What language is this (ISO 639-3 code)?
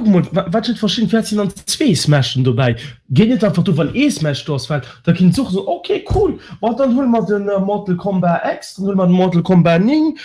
ltz